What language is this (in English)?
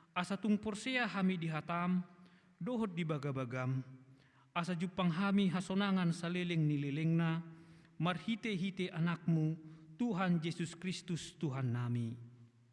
Batak Toba